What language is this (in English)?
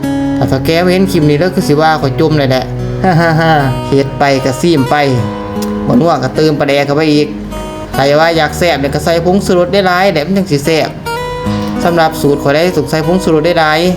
Lao